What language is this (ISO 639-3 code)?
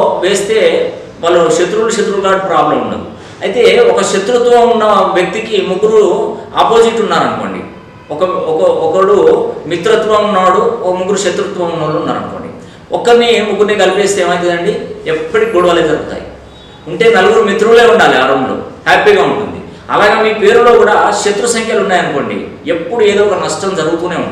tel